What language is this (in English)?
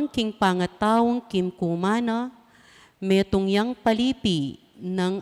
Pampanga